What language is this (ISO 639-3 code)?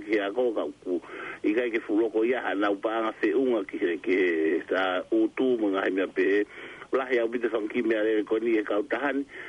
ton